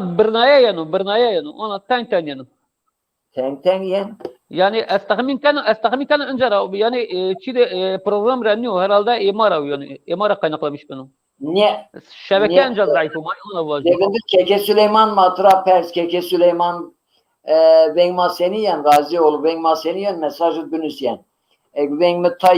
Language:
Zaza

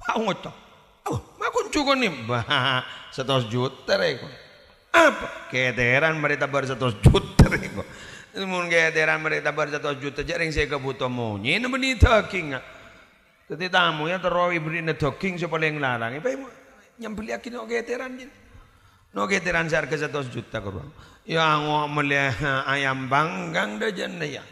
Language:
Madurese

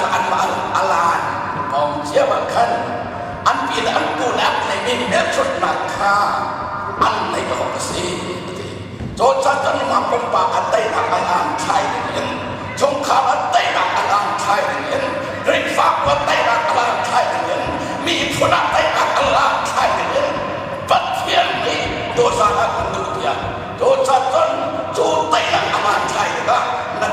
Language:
Hakha Chin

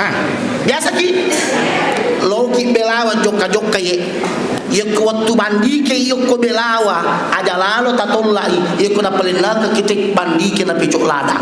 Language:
Buginese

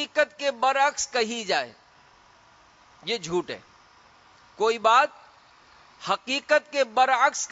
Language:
Urdu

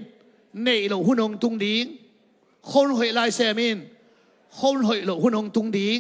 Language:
Tedim Chin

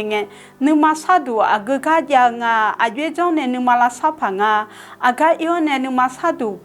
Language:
Akha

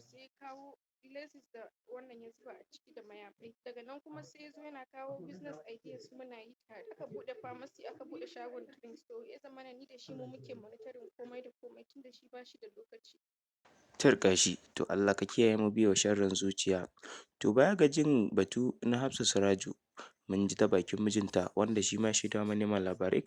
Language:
Hausa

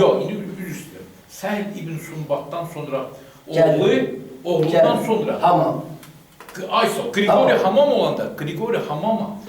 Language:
Azerbaijani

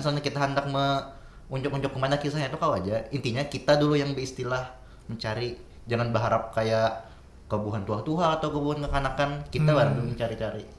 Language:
Banjar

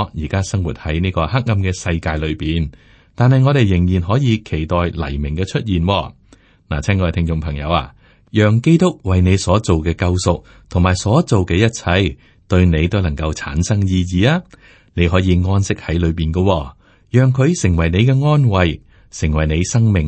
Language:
Cantonese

